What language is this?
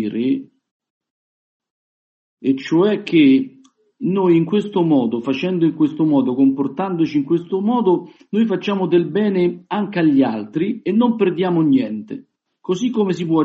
Italian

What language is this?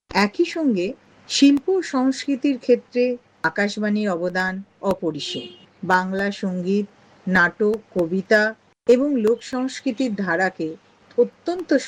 Bangla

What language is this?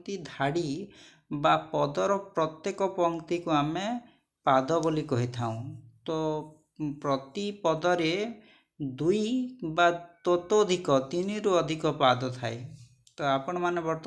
Odia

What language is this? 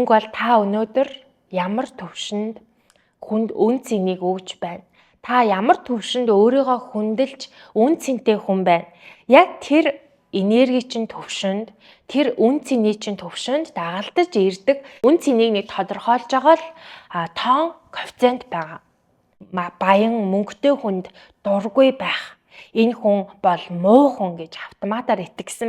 Mongolian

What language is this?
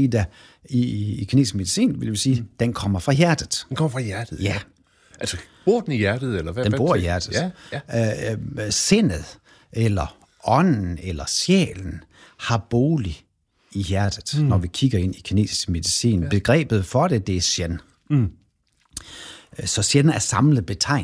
Danish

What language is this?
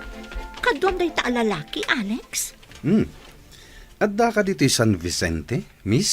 Iloko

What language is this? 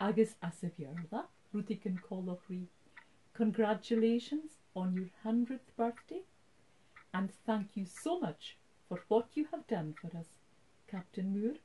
Scottish Gaelic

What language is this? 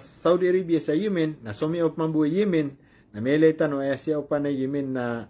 Maranao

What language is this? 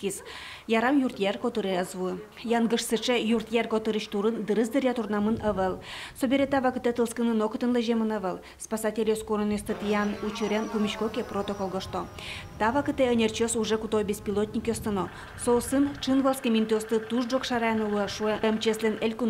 Udmurt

